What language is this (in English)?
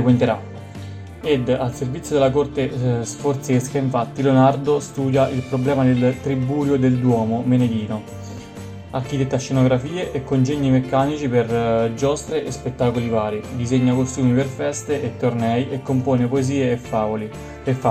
Italian